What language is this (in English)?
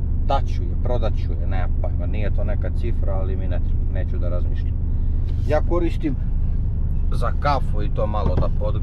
Serbian